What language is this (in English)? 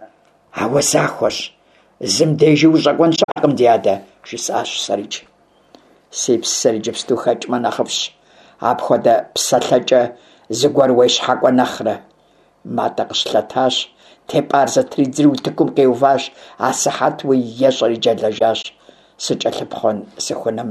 Kabardian